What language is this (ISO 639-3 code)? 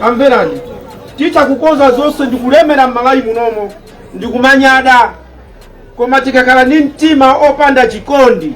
nya